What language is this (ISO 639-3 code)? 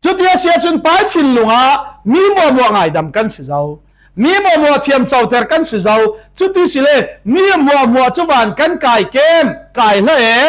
cfm